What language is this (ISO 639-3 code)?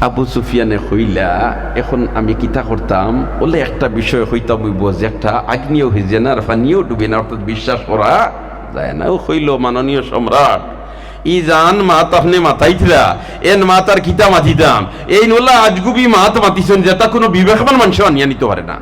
syl